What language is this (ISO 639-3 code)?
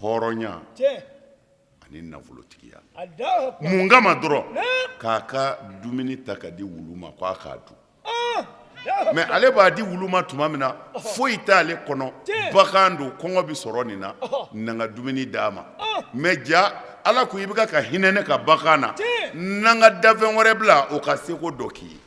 bam